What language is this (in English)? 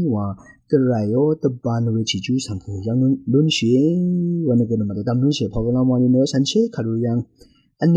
Rawang